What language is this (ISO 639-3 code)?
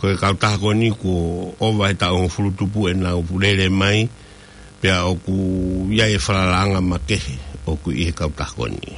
ton